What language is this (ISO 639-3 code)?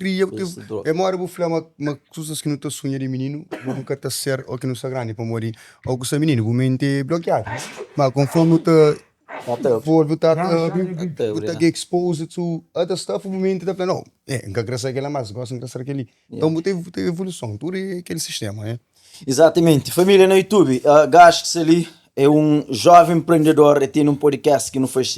kea